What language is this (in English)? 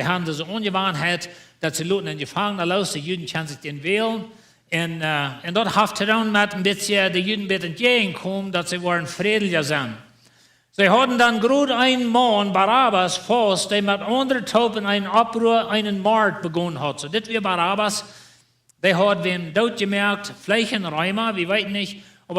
Plautdietsch